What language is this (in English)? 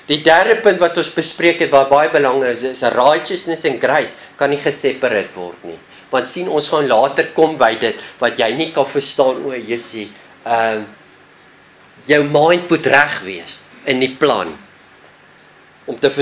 Afrikaans